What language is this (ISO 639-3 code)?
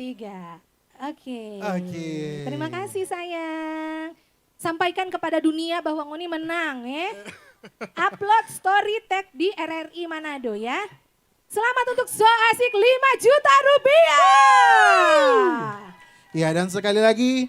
xmm